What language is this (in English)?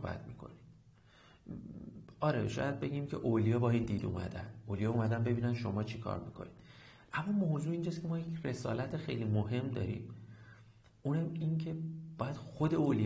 Persian